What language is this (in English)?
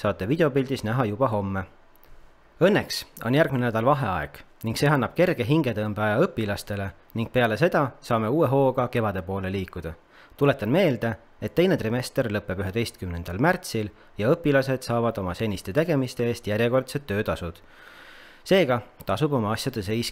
Estonian